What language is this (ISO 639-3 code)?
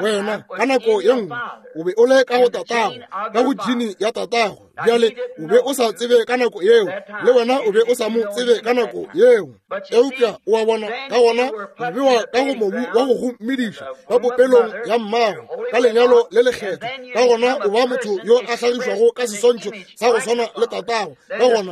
nso